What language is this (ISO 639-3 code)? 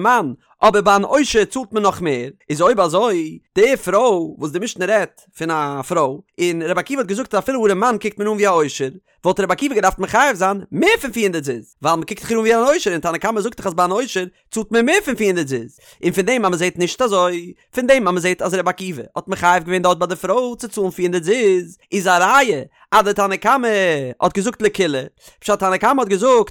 yid